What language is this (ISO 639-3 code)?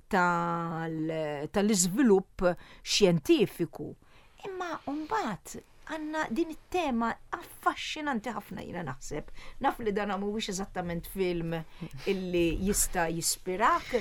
mlt